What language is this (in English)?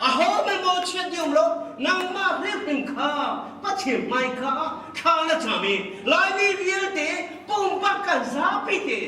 Hakha Chin